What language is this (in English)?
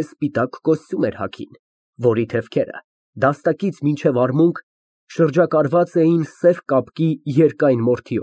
Armenian